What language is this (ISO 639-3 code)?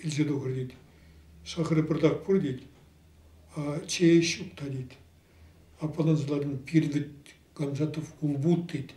chv